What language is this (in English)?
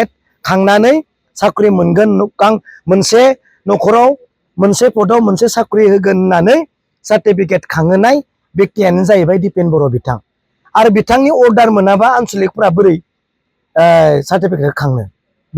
Bodo